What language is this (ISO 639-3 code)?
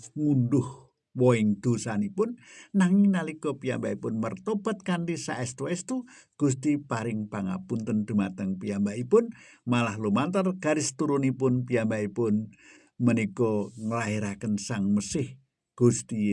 jav